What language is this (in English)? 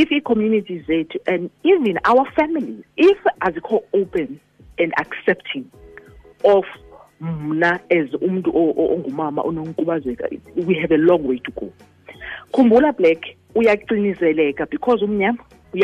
Xhosa